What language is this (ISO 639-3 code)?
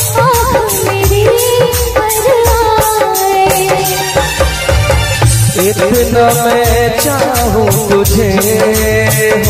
hin